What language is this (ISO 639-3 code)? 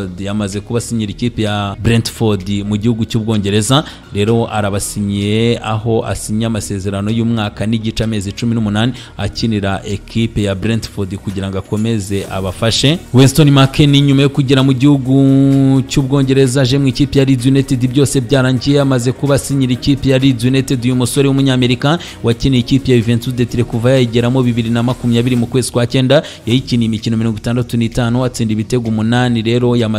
kin